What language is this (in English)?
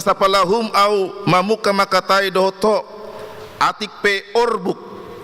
Batak Toba